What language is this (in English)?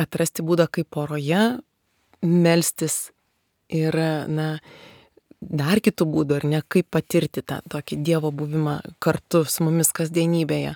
Lithuanian